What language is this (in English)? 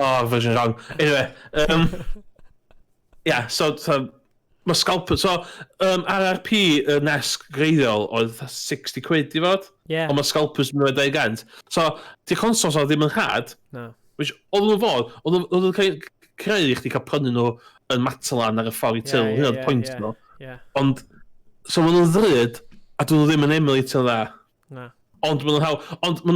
Welsh